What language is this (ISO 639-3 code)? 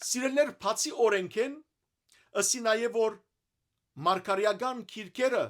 hyw